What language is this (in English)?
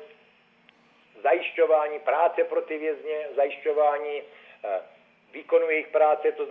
Czech